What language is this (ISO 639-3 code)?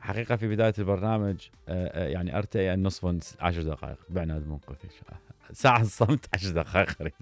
acm